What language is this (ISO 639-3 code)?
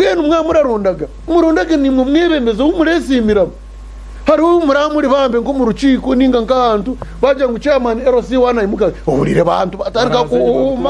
nyn